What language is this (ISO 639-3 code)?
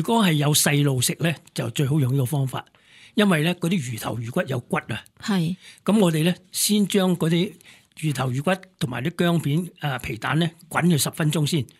yue